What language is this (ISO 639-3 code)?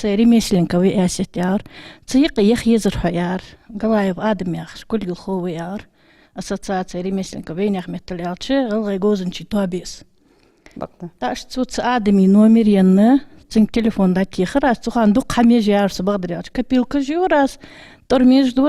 inh